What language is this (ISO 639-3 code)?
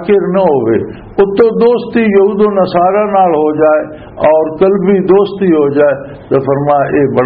lah